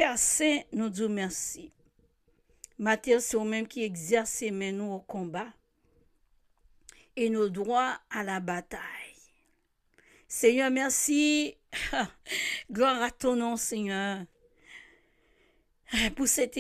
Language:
French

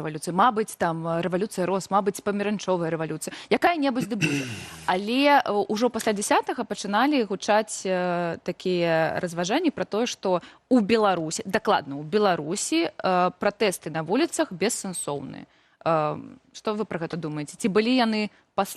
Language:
Belarusian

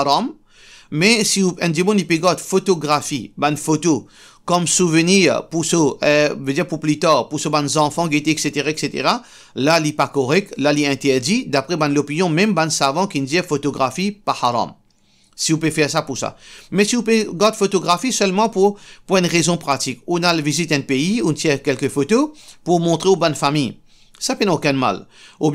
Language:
Morisyen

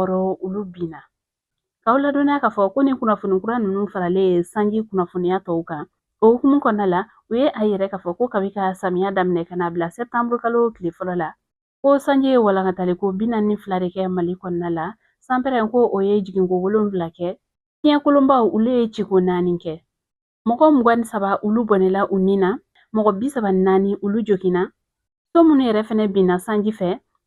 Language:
Bambara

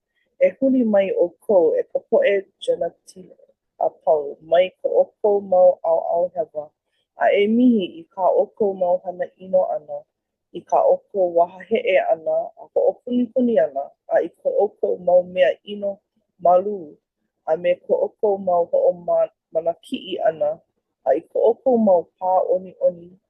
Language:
Hawaiian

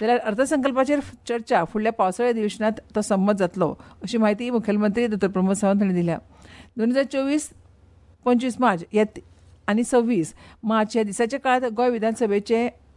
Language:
Konkani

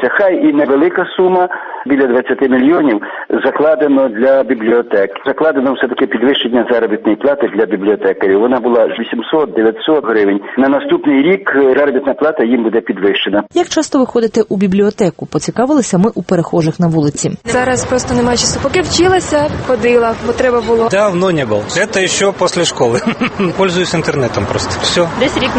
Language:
Ukrainian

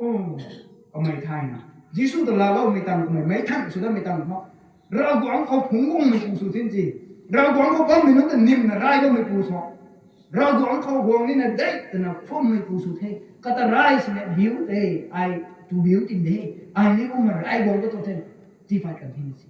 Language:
Rongmei Naga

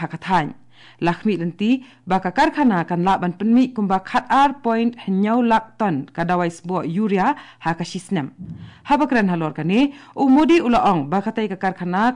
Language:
Khasi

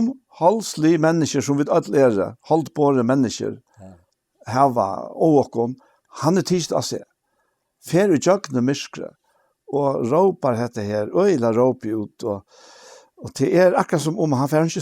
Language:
Faroese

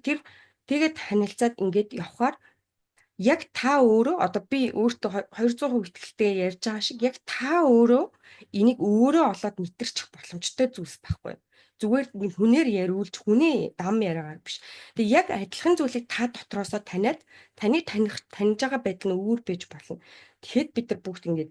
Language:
Mongolian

